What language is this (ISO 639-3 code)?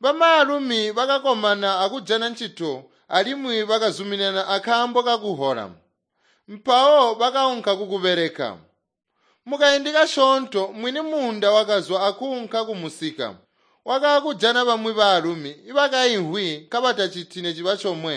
toi